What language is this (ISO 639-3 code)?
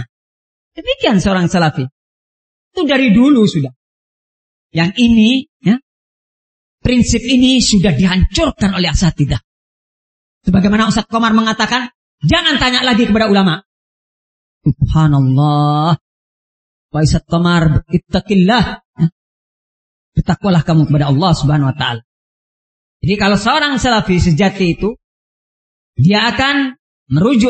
ind